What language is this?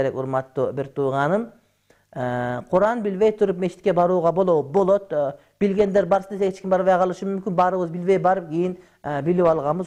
Kyrgyz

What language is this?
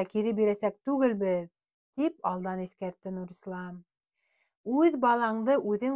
Bashkir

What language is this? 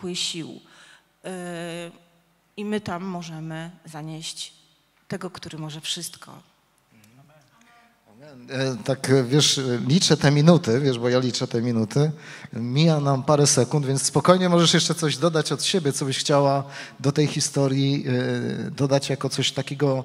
Polish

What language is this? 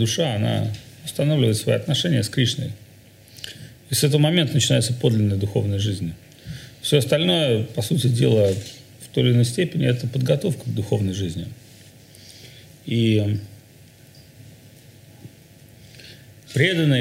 Russian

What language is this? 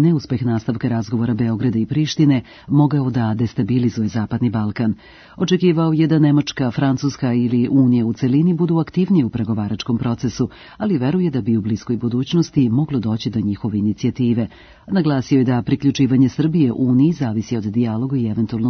Serbian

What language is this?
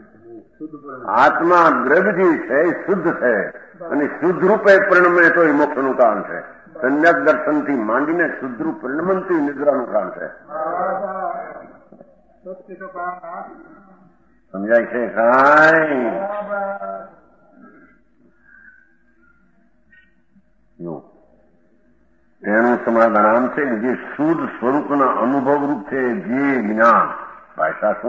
Gujarati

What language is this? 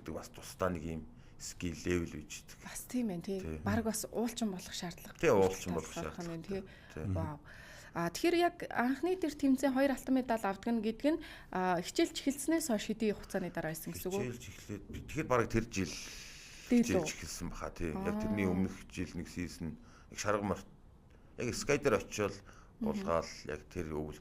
Mongolian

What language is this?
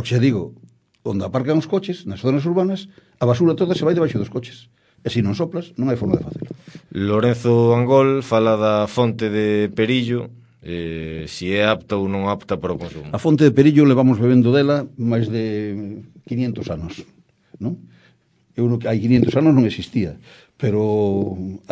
Galician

